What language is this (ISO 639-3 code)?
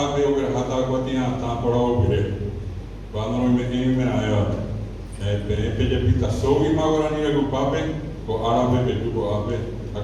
grn